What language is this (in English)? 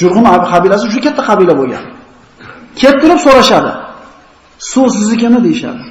Uzbek